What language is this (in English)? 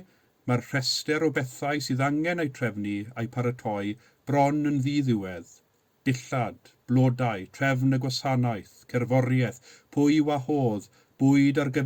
Welsh